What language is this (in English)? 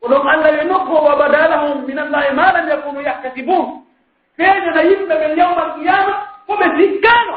Pular